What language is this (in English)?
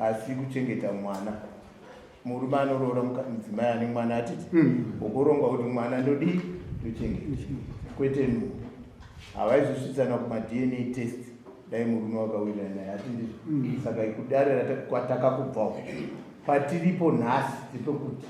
Shona